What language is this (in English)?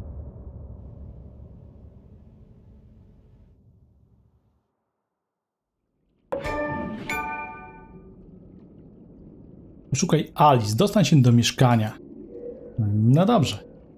Polish